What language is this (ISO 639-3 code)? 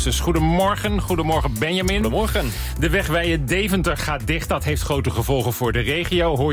nld